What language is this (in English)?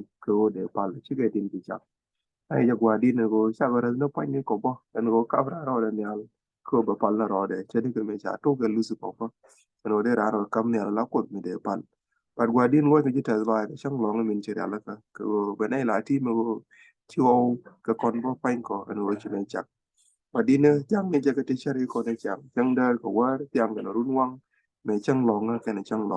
Nuer